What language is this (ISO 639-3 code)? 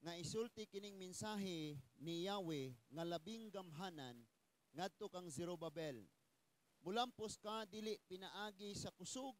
ceb